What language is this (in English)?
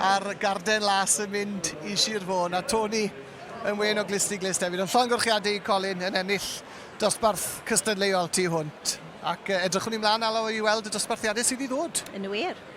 Welsh